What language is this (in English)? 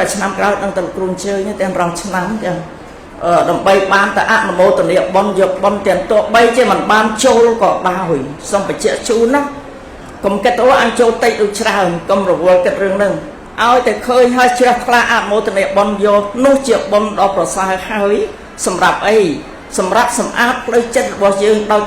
Khmer